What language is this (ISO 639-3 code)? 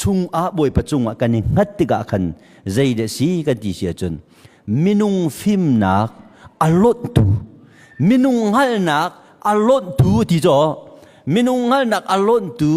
cnh